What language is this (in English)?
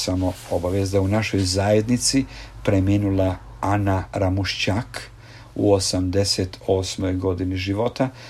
Croatian